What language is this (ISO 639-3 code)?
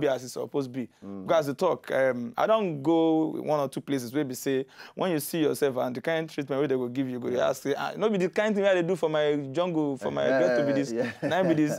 pcm